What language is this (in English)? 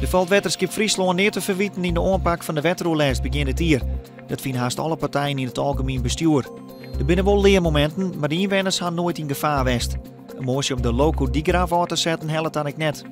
Western Frisian